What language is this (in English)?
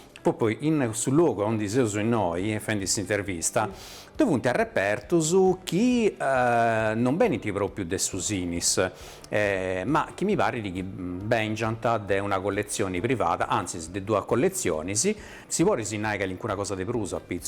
Sardinian